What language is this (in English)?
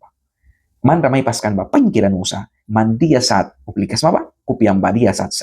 Mískito